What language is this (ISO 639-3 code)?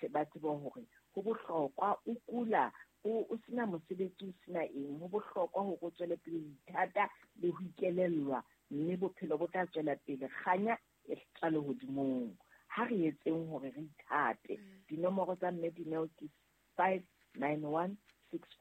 sot